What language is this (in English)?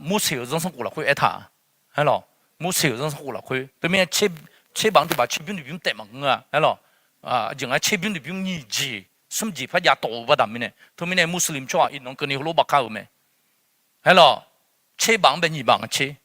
Akha